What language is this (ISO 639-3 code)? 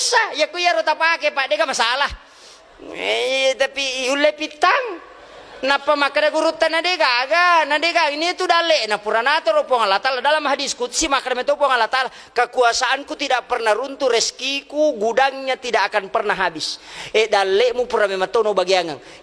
bug